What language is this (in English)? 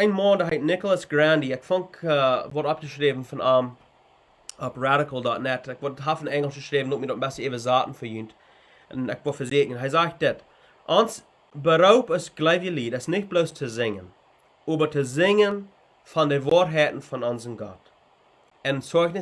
Plautdietsch